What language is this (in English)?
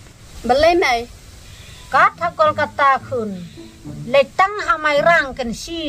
Khasi